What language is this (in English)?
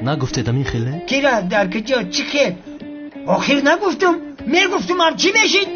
Tajik